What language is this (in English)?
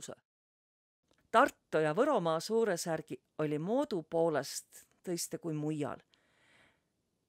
Võro